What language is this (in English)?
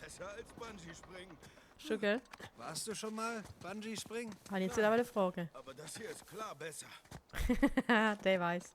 Swiss German